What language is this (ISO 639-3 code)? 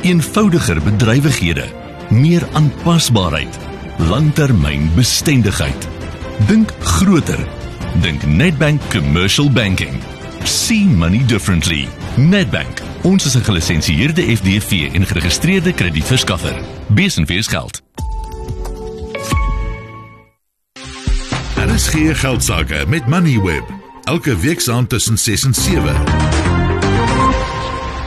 afr